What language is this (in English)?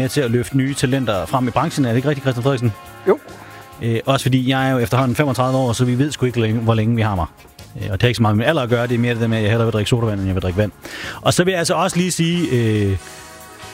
Danish